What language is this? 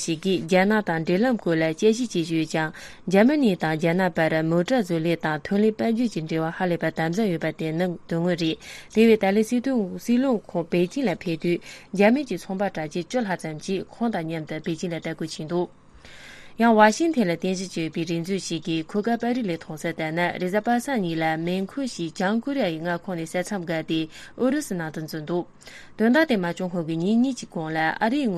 Tibetan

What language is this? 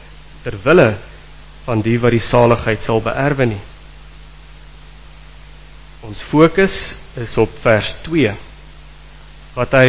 Afrikaans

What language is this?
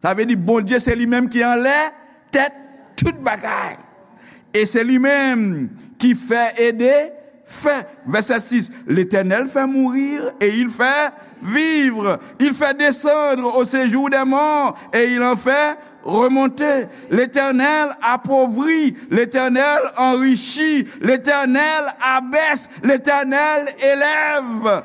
Haitian Creole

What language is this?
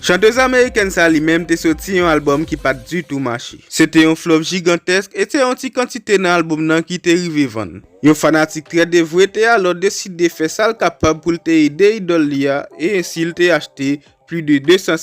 Haitian Creole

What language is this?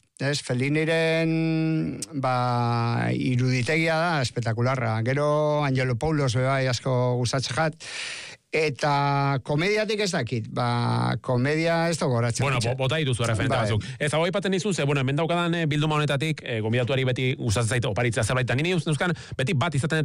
Basque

